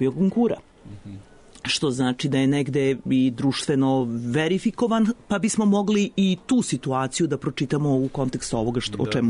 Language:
Serbian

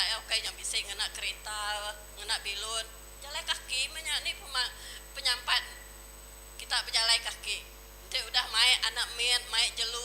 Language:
Iban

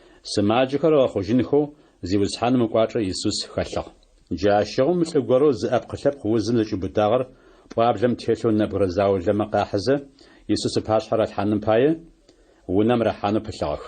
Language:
Adyghe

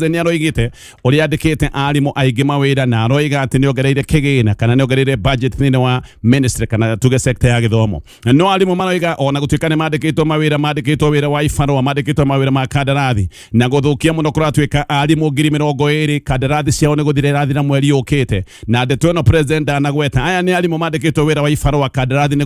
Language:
Kikuyu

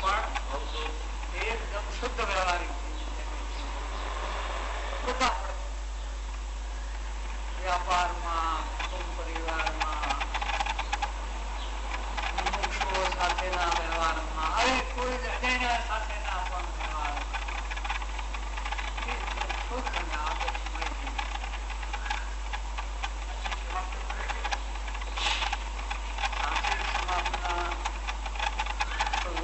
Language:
Gujarati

